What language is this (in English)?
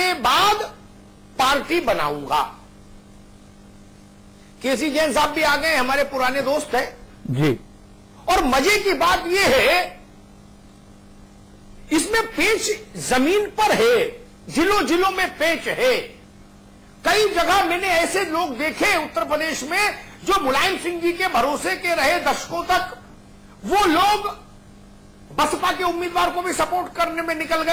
Hindi